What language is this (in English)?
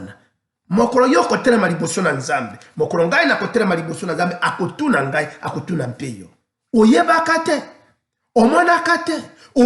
Lingala